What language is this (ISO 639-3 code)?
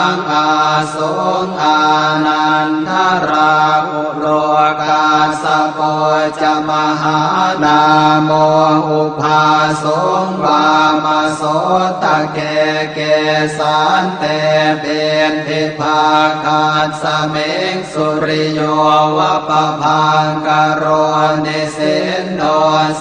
pli